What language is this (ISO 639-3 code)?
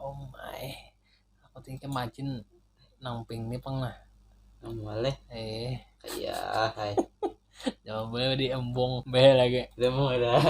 bjn